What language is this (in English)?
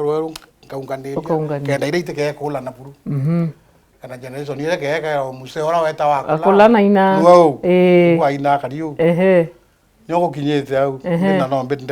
Meru